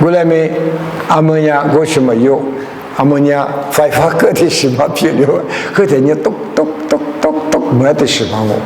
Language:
Lisu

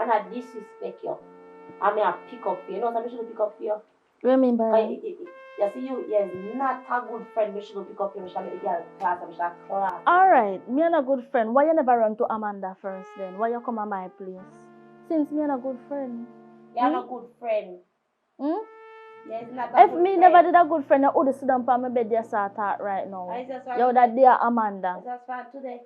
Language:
Jamaican Creole English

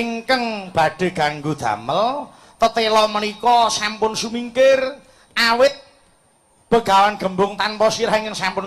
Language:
Javanese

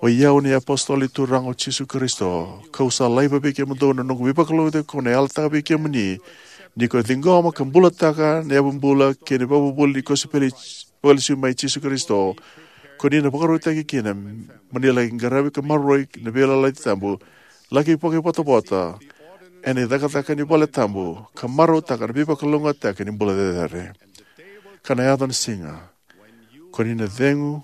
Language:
Fijian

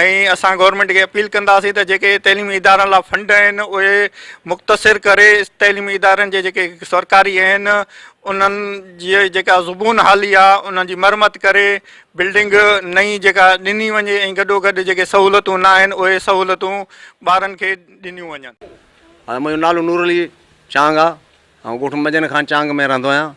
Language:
Sindhi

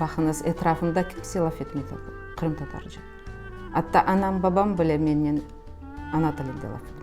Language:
Crimean Tatar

